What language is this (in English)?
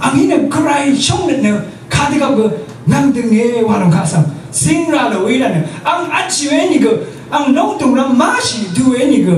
Rawang